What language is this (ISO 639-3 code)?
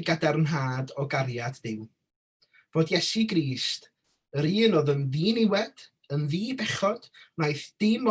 cym